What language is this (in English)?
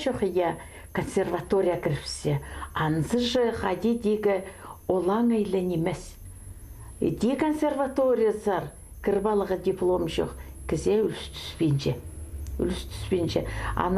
Khakas